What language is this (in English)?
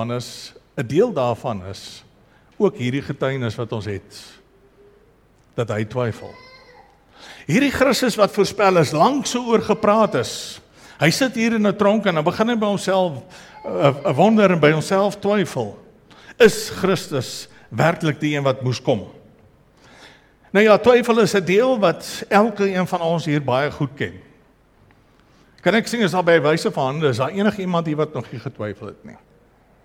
Afrikaans